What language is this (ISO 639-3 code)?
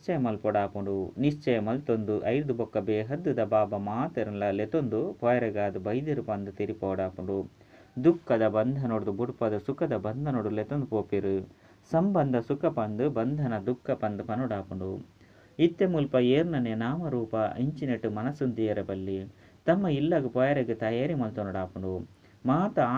tcy